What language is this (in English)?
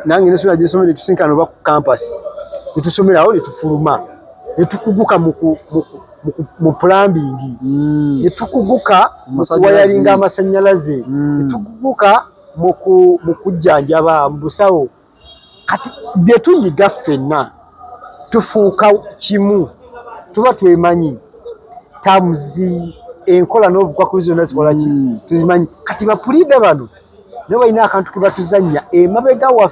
Ganda